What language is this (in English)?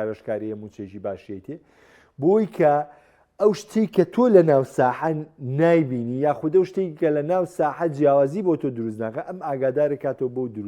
Central Kurdish